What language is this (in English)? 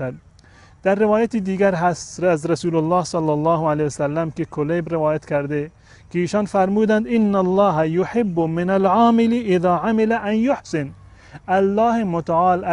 Tajik